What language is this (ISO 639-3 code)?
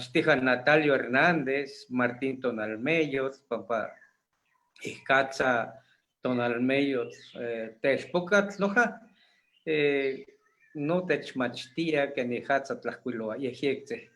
nhe